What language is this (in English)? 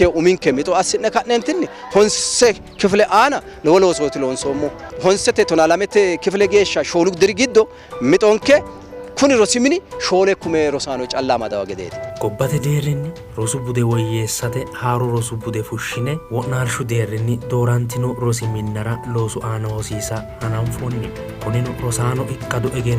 Sidamo